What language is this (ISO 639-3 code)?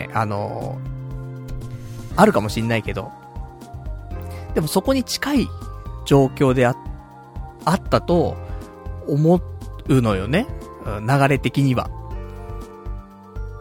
jpn